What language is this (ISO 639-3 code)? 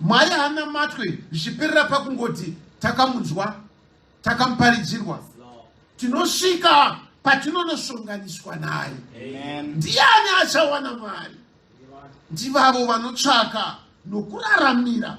sna